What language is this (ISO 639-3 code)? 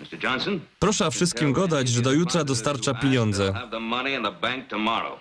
szl